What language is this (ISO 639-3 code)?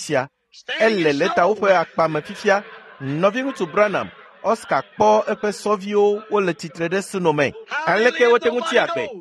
ewe